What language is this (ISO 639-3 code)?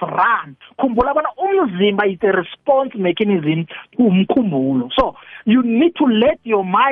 nbl